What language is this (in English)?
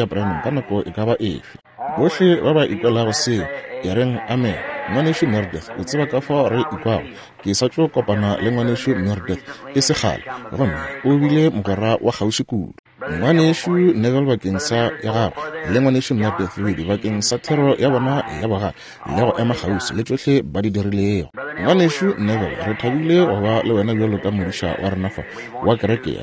Northern Sotho